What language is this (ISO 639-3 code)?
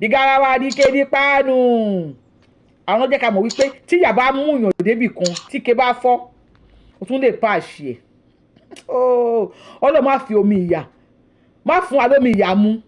yor